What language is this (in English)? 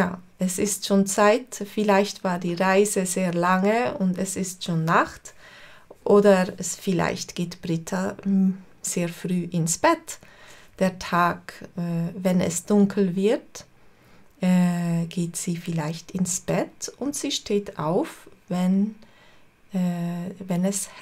Swiss German